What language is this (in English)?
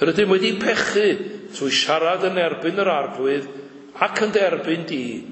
Welsh